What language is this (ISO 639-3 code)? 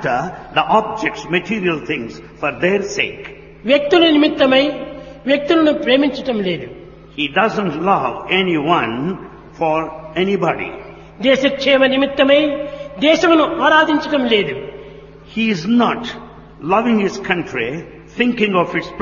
tel